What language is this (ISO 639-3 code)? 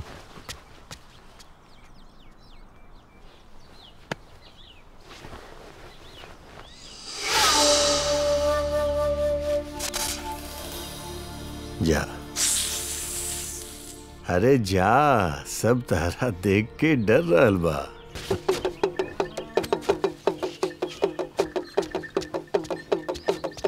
bho